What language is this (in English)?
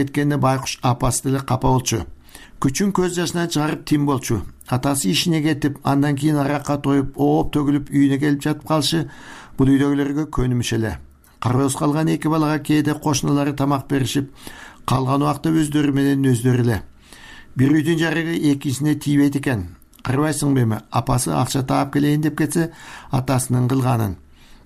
Kyrgyz